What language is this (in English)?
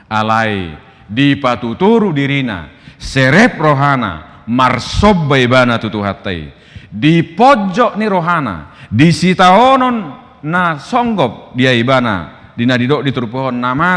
Batak Toba